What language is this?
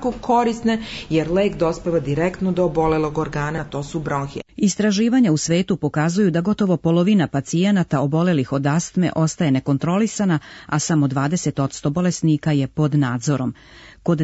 Serbian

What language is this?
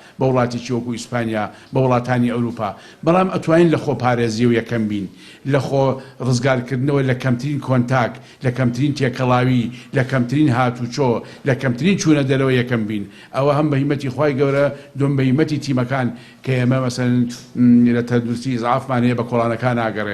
Central Kurdish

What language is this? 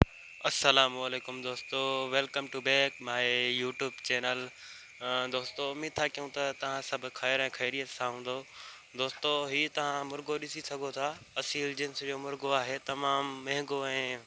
Sindhi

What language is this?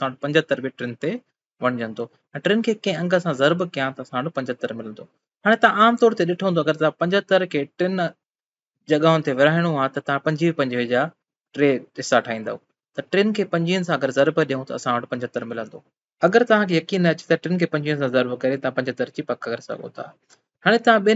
Sindhi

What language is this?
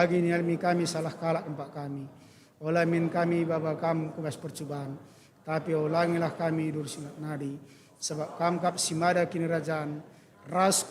Batak Karo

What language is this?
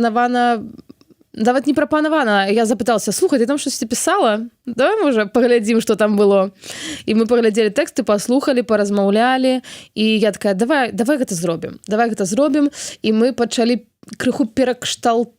Belarusian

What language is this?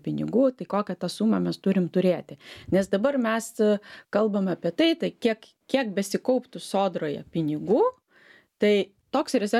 Lithuanian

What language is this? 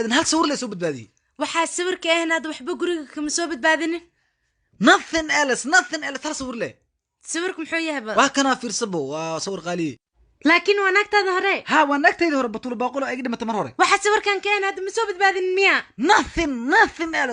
Somali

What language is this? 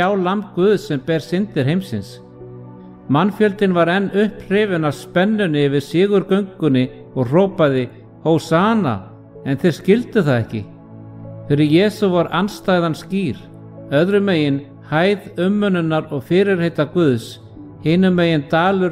Icelandic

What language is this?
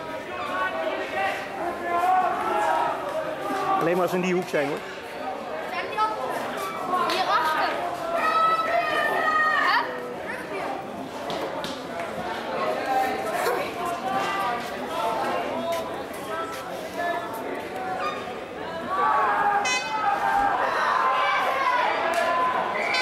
Dutch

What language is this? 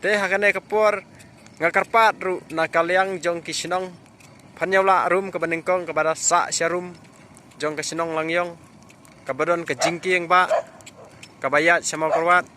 Khasi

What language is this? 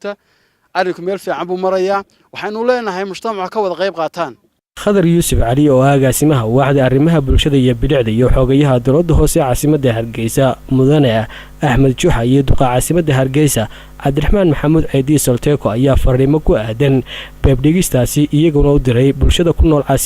Somali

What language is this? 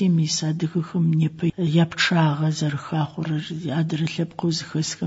Adyghe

